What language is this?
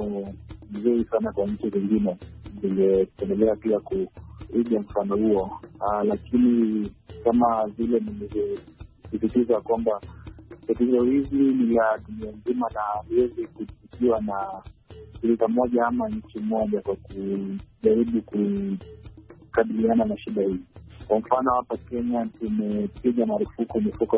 Swahili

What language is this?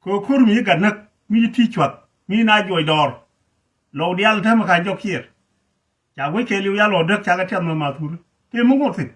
Nuer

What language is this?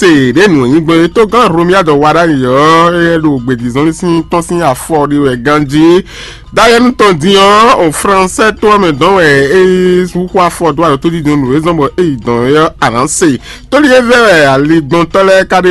Fon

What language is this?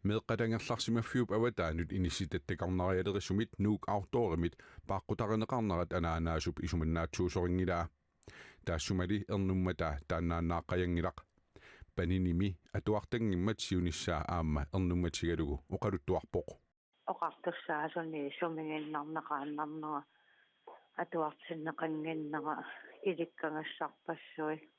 Kalaallisut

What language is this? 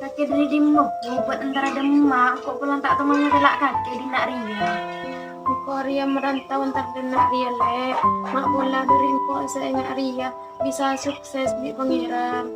Madurese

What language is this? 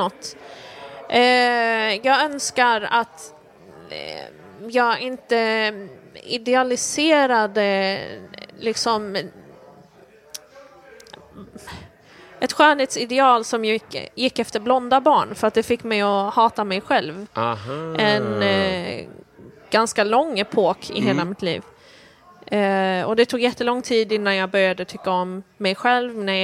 Swedish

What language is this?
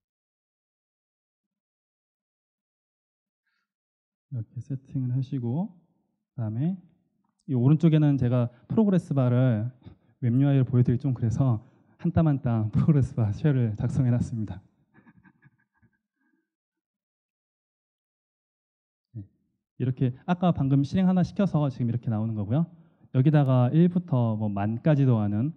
Korean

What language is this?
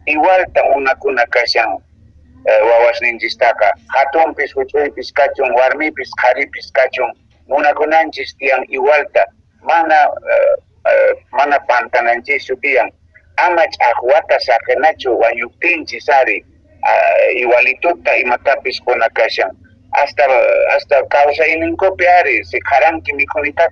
Quechua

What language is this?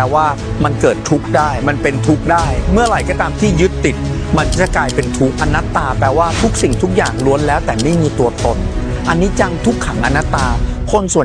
Thai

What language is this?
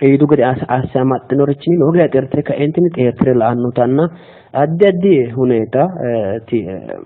Sidamo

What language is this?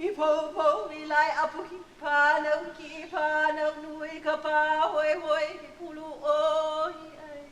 Hawaiian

